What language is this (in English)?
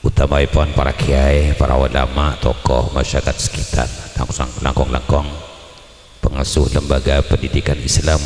Madurese